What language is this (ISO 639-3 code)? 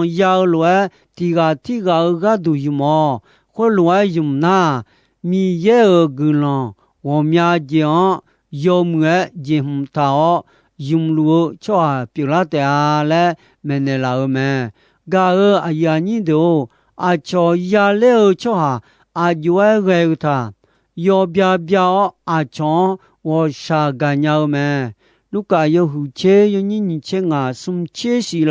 ahk